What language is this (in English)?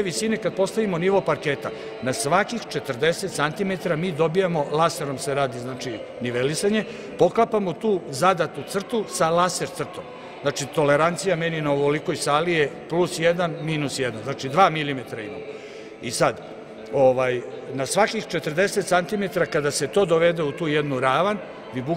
Serbian